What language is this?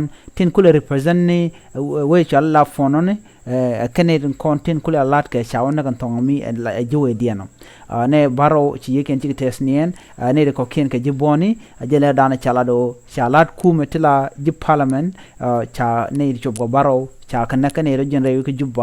Nuer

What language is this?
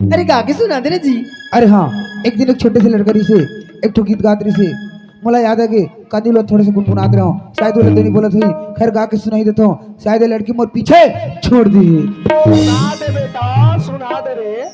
Chhattisgarhi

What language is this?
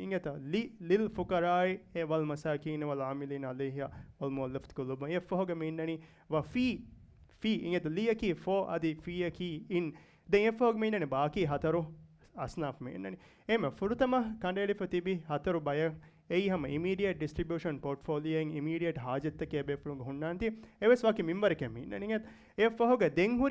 Divehi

